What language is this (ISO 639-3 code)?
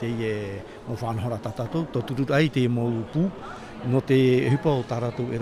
tah